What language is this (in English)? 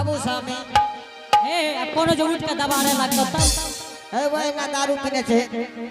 Angika